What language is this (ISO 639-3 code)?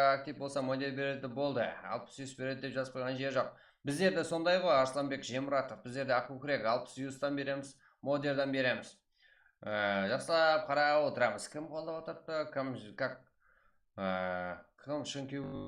kaa